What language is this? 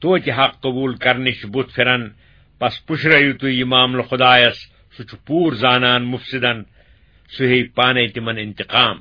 Kashmiri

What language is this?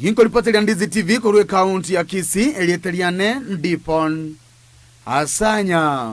Gusii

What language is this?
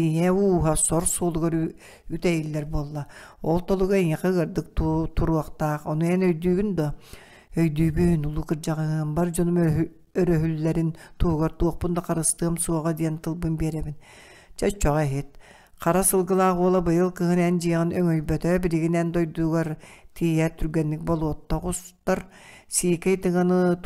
Yakut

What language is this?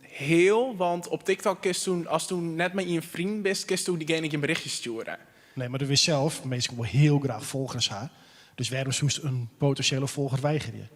Western Frisian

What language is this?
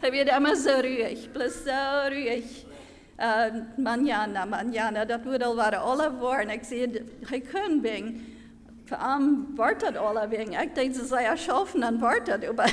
Plautdietsch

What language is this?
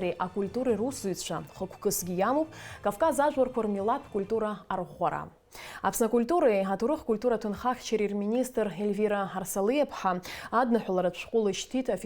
Abkhazian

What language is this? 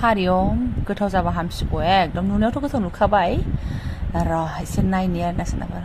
Bodo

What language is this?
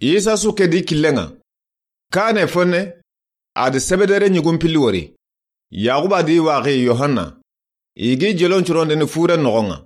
Soninke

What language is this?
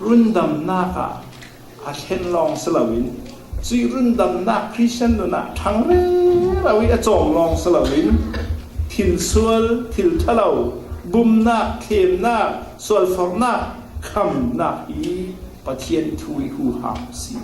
Falam Chin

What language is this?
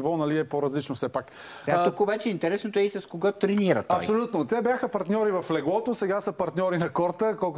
Bulgarian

